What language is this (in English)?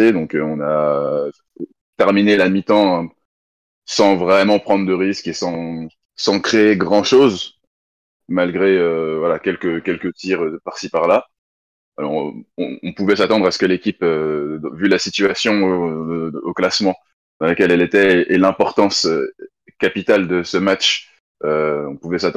French